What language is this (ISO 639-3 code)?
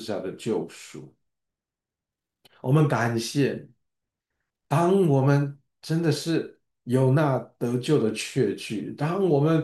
zho